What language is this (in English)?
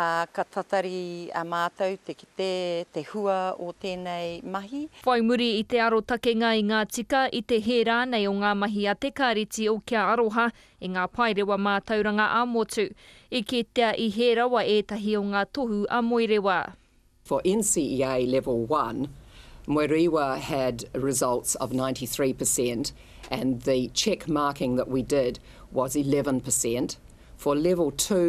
Māori